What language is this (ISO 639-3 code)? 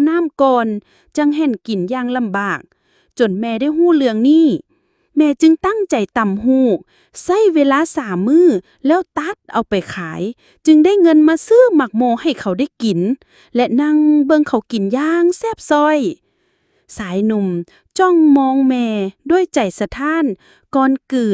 lao